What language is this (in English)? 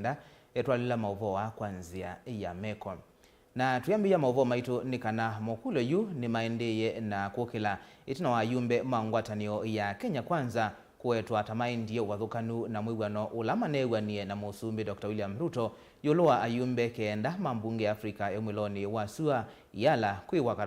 Kamba